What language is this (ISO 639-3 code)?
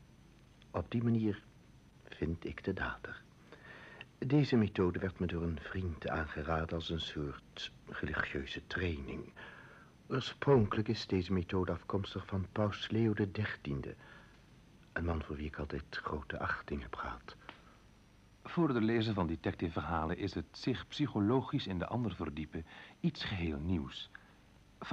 nld